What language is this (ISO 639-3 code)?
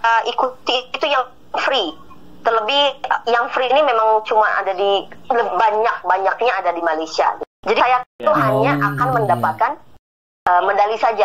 ind